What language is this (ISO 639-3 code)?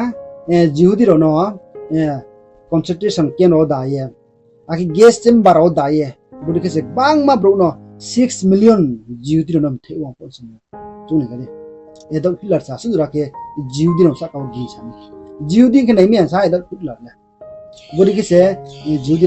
ria